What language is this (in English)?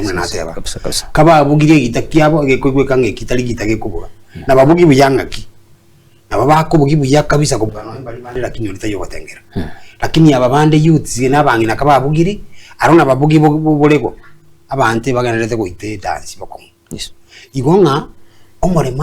Gusii